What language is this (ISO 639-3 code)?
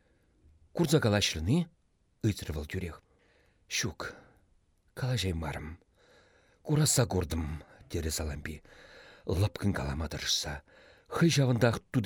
chv